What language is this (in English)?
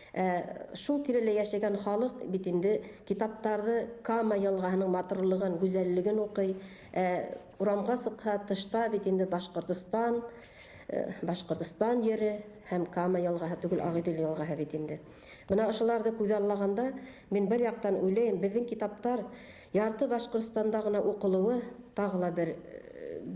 Bashkir